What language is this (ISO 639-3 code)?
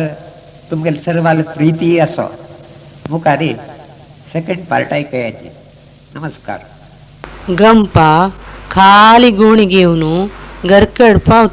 kok